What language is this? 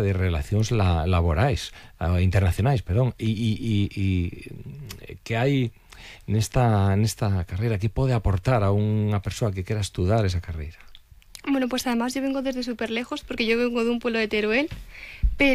Galician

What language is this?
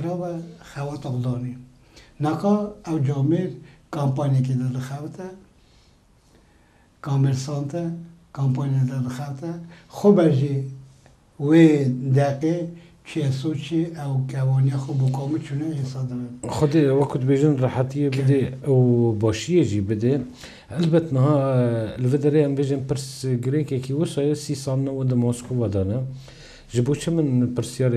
Kurdish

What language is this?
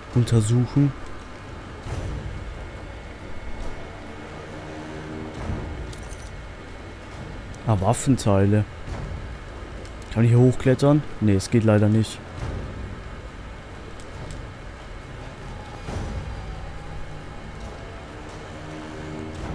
German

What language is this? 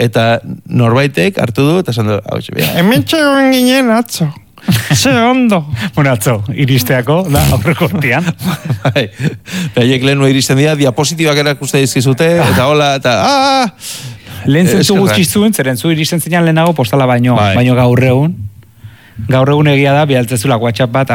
Basque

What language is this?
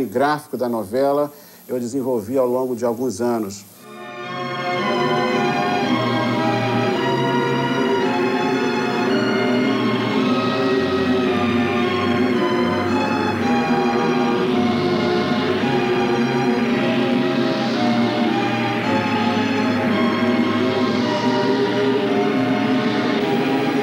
Portuguese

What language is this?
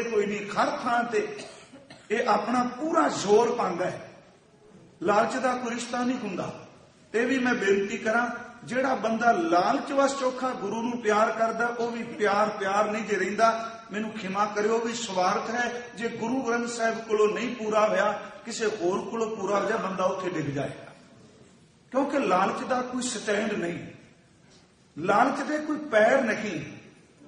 Punjabi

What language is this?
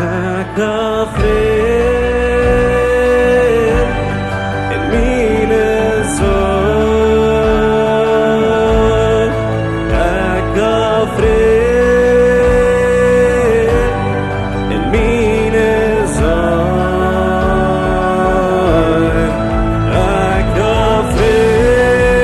Plautdietsch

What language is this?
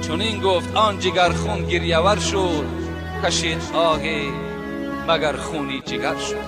Tajik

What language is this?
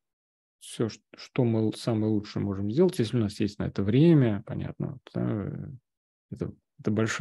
Russian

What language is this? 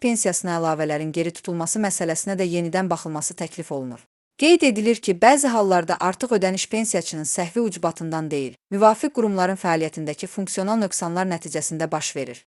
Azerbaijani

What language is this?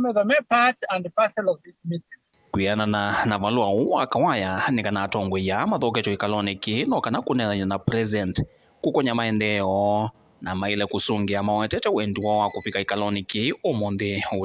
Kamba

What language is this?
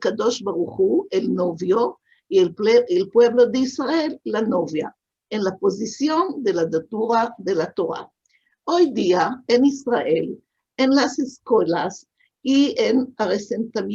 Ladino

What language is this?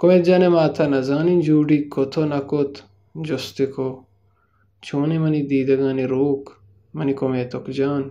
Baluchi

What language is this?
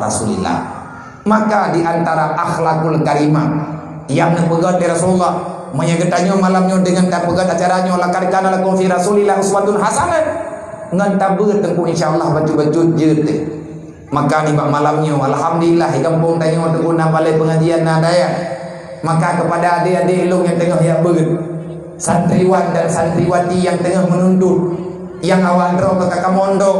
Achinese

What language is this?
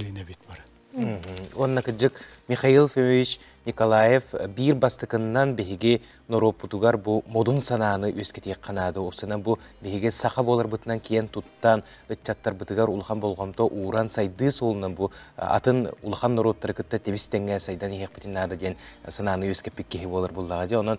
Yakut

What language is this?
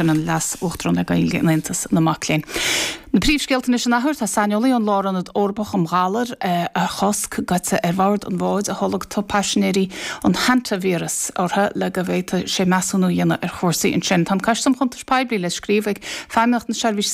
Irish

